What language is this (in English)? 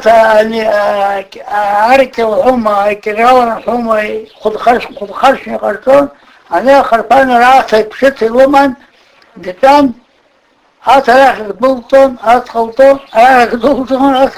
Abkhazian